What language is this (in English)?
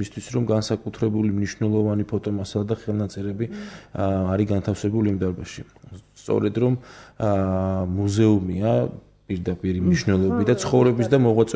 Georgian